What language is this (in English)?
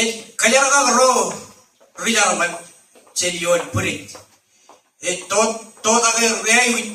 Marshallese